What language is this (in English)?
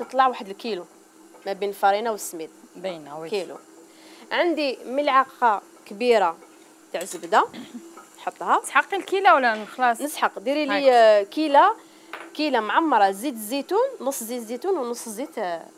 Algerian Arabic